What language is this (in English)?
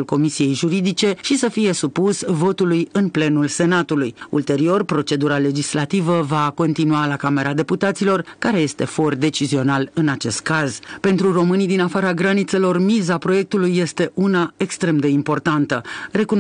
Romanian